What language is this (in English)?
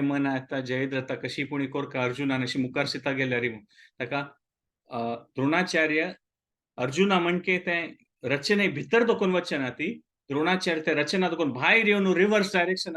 Konkani